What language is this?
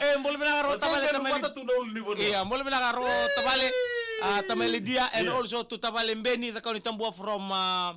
Fijian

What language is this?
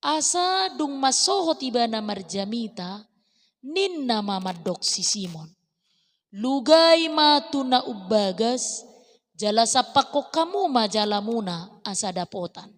Batak Toba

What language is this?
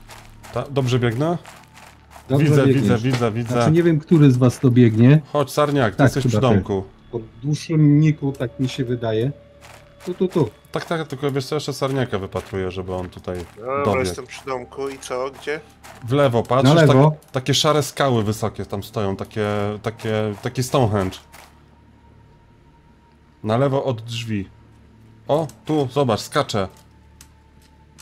Polish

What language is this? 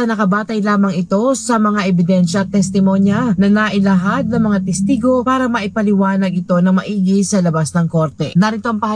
Filipino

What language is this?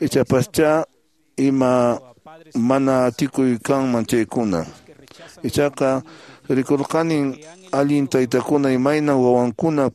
Quechua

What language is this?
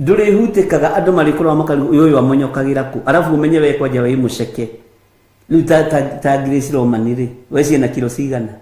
Kikuyu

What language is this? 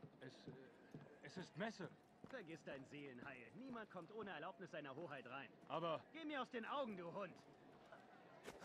German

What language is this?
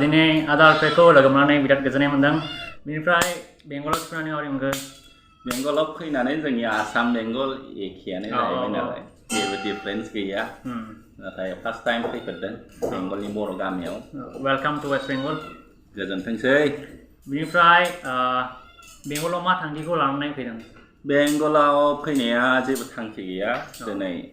Bodo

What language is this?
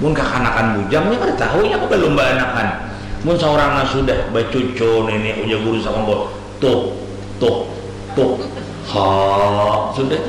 Banjar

